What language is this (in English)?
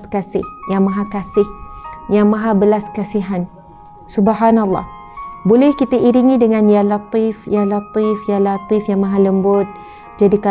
Malay